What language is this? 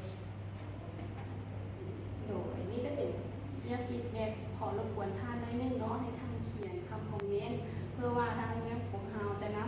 Lao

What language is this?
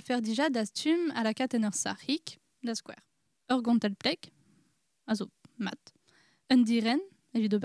Breton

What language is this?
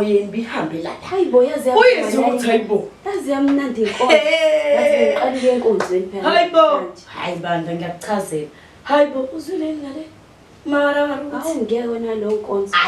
Zulu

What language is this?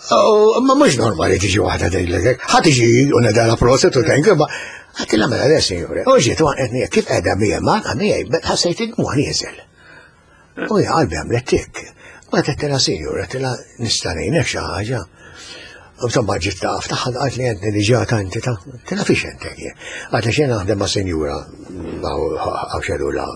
Maltese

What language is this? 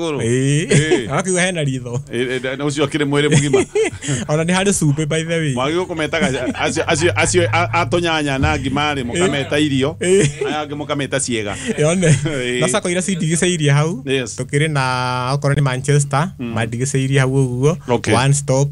Kikuyu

